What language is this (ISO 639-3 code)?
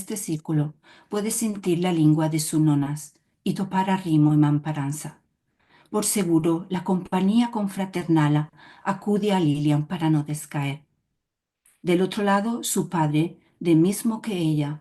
lad